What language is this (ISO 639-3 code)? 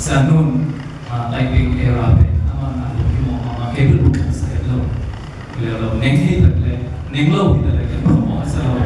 ctd